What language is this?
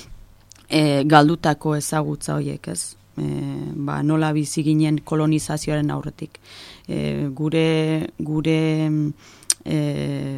Basque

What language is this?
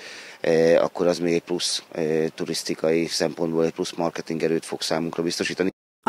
Hungarian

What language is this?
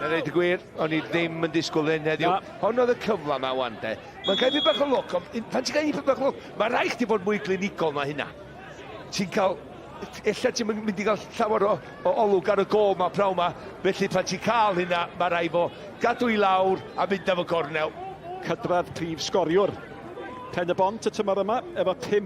Welsh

